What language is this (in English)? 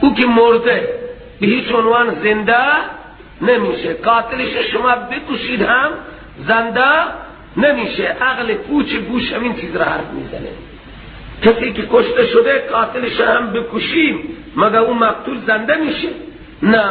Persian